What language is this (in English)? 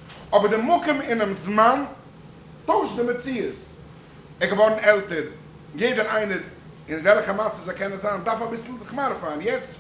Yiddish